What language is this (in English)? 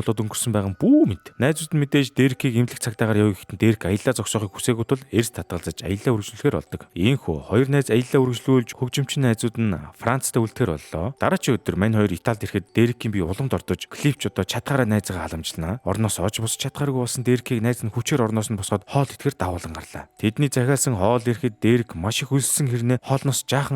Mongolian